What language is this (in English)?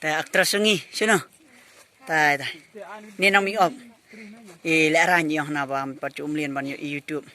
Khasi